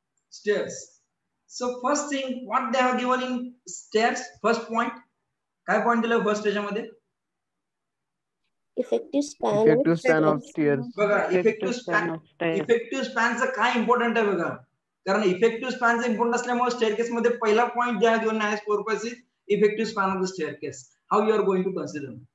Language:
Marathi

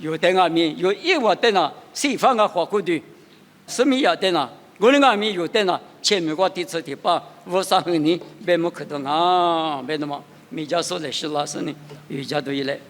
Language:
Lisu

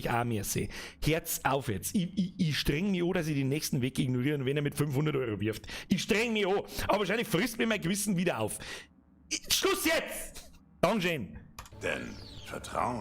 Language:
Bavarian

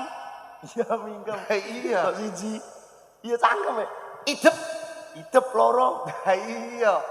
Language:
Javanese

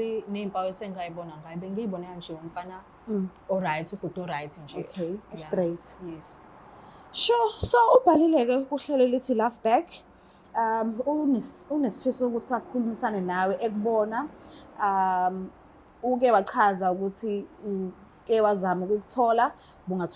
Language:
Zulu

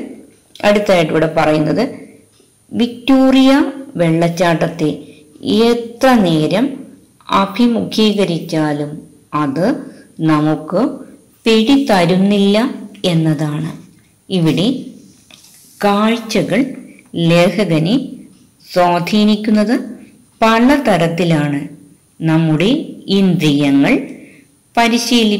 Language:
Malayalam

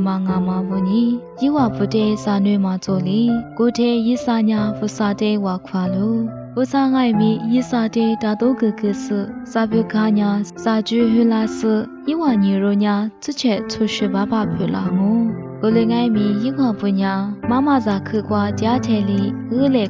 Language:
Lisu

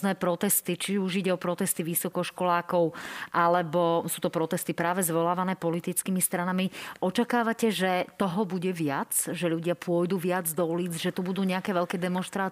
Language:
Slovak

